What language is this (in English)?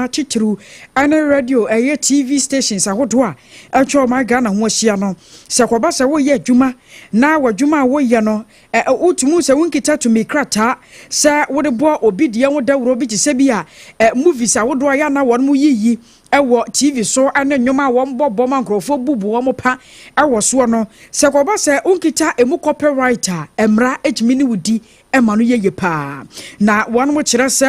Akan